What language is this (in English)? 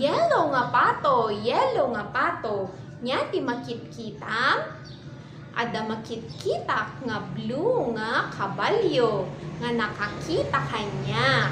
Iloko